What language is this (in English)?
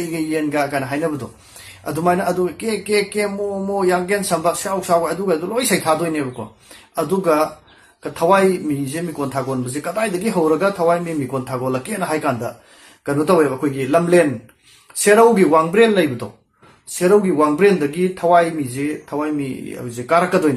Manipuri